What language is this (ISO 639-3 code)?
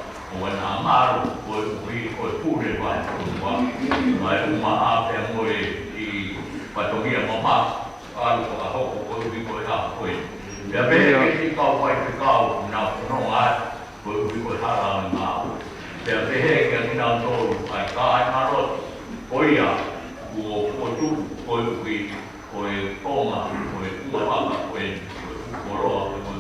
ton